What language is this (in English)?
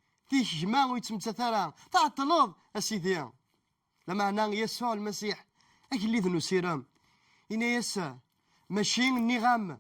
Kabyle